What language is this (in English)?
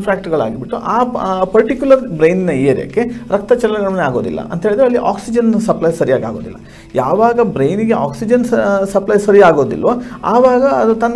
Kannada